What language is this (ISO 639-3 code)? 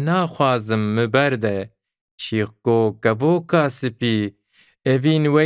kur